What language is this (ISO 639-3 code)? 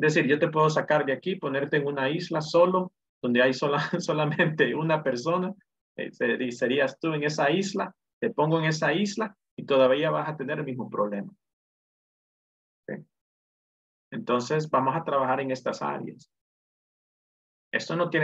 spa